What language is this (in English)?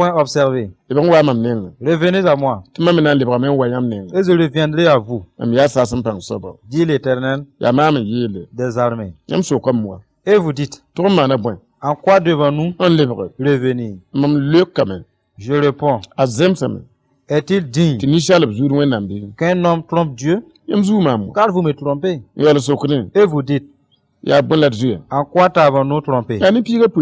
Mossi